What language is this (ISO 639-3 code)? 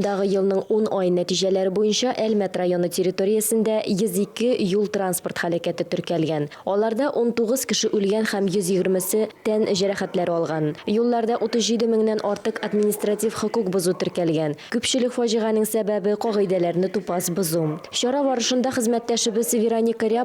tat